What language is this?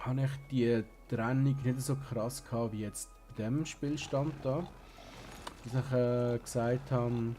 Swiss German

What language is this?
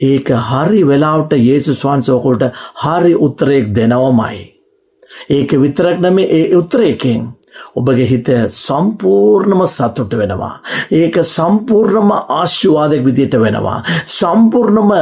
Sinhala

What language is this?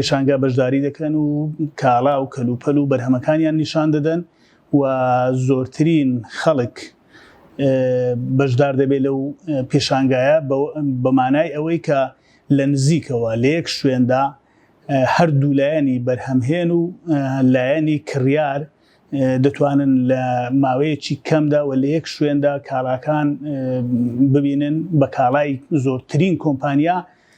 Central Kurdish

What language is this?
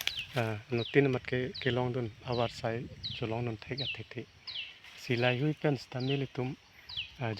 Karbi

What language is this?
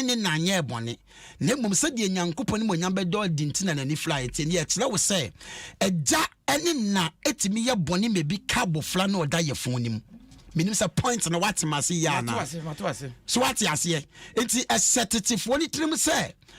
Akan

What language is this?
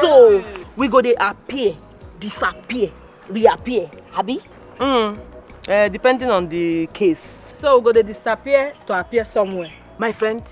Nigerian Pidgin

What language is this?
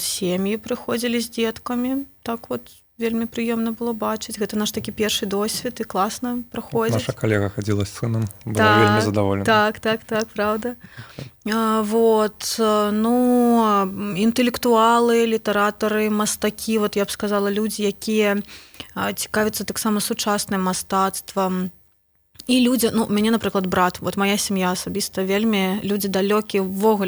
Belarusian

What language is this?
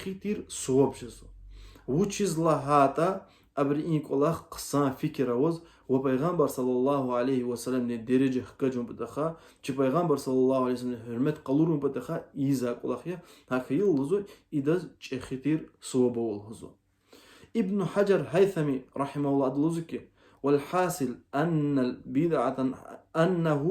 Lezghian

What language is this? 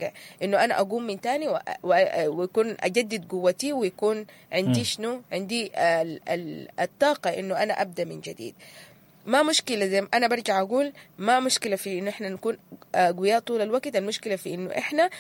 Sudanese Arabic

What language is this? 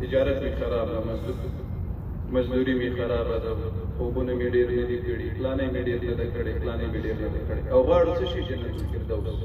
Pashto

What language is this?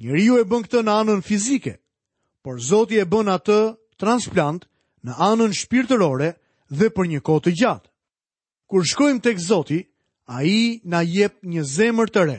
Albanian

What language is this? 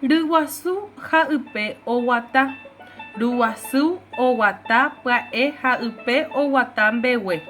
Guarani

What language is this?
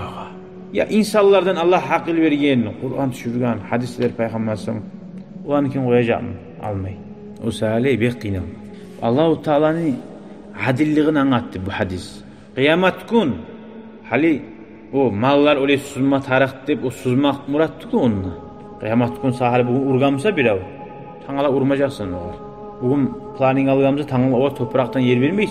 Kumyk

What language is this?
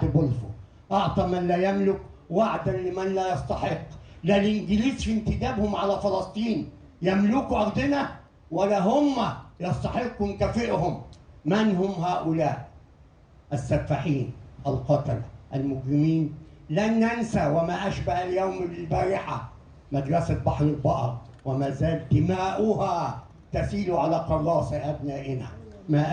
Egyptian Arabic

